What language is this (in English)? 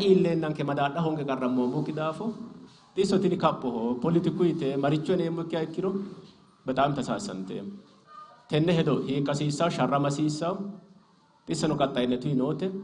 Sidamo